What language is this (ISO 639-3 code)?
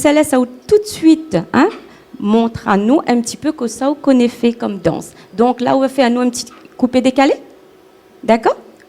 rcf